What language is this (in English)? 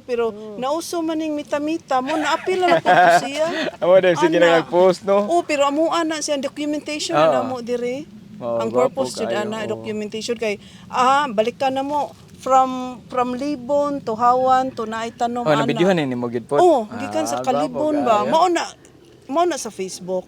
Cebuano